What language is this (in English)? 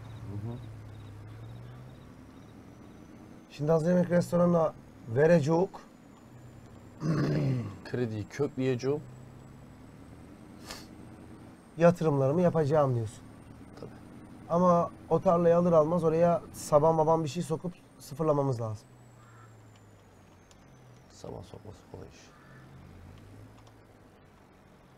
Turkish